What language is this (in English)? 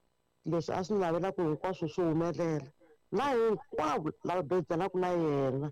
Tsonga